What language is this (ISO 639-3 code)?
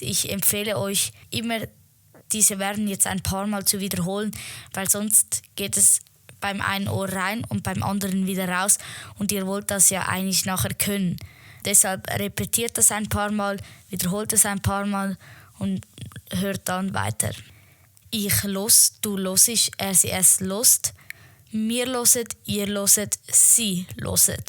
gsw